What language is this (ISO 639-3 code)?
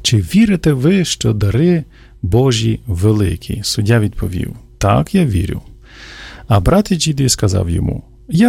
ukr